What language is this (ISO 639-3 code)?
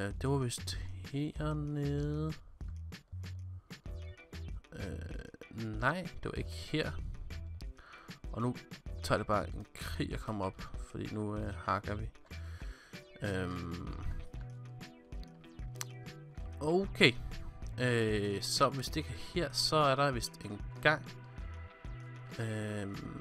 dan